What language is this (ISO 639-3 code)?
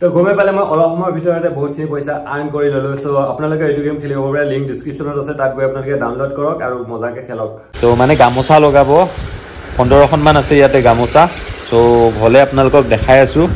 asm